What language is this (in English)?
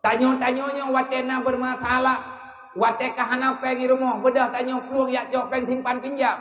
Achinese